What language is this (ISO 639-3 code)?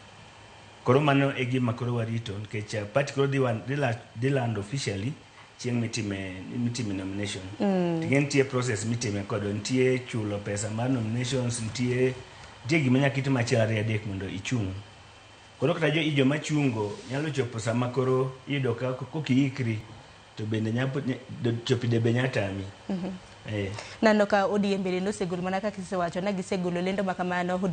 luo